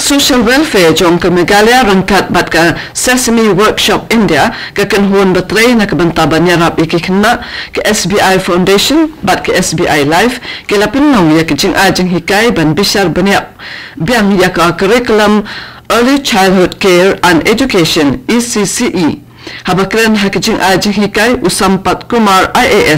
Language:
Khasi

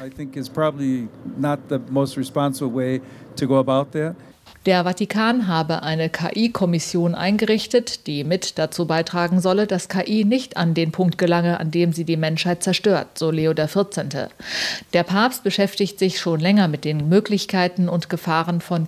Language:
German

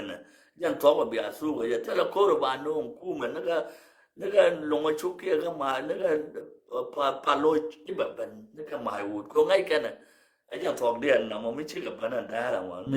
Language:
Nuer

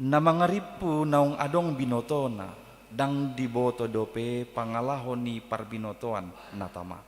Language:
Batak Toba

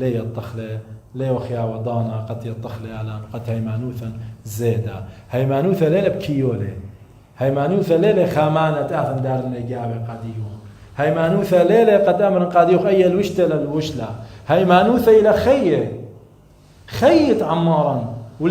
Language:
Assyrian Neo-Aramaic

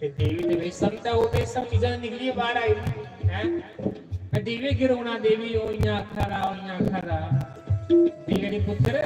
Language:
Dogri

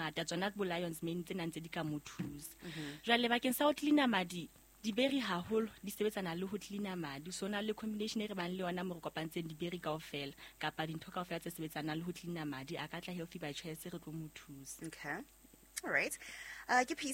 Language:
Southern Sotho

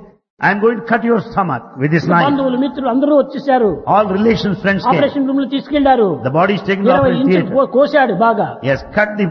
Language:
Telugu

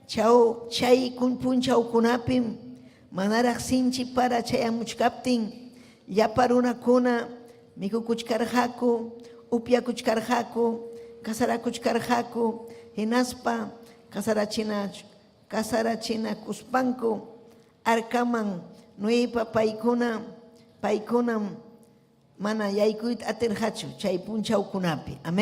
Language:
Ayacucho Quechua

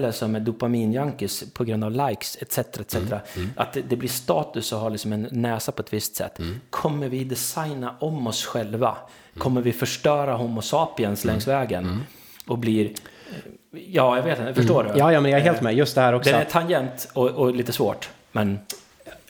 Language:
Swedish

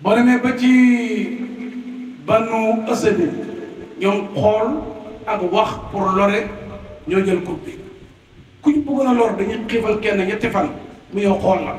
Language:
Wolof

